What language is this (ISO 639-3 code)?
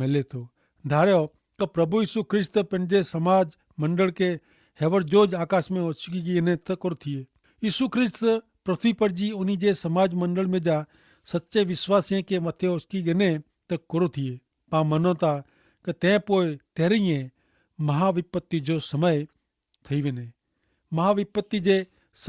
kfr